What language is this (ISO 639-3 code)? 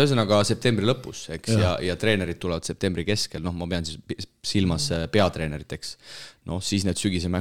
est